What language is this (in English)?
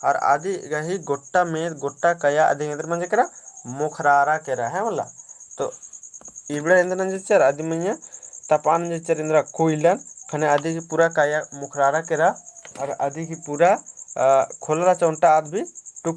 Kurukh